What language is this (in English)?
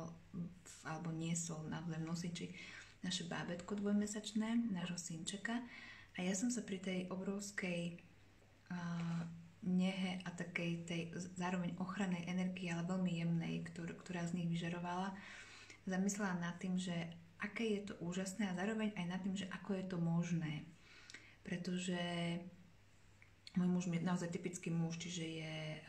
Slovak